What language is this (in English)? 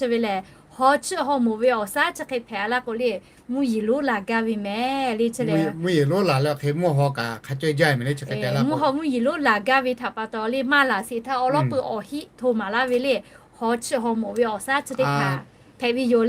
Lahu